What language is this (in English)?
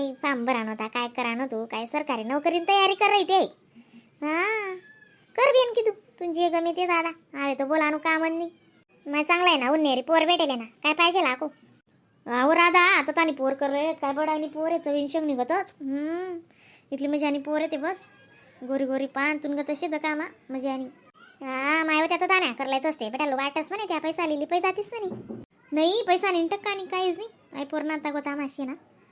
Khandesi